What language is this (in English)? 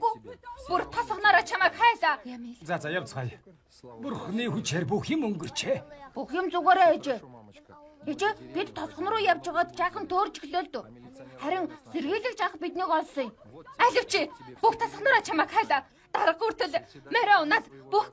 Mongolian